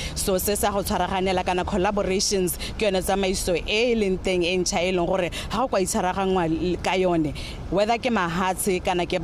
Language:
Tswana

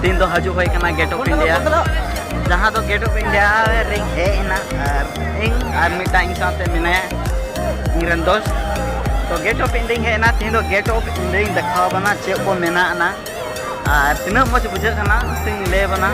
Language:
Santali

